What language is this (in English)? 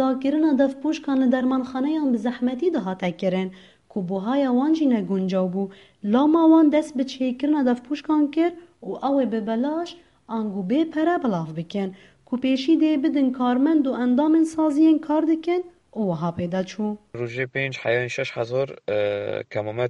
Kurdish